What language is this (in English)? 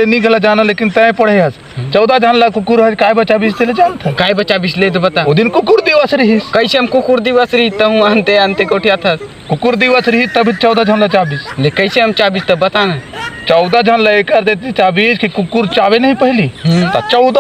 Chhattisgarhi